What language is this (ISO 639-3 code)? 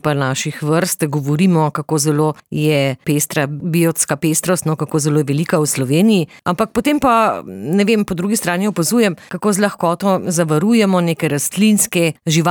slv